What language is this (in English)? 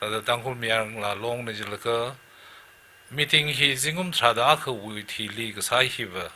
Tangkhul Naga (India)